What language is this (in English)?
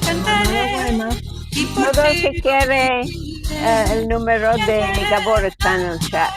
Ladino